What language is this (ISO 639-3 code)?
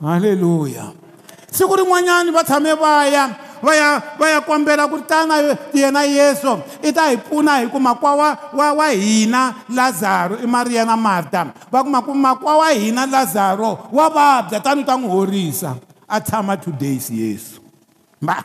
tso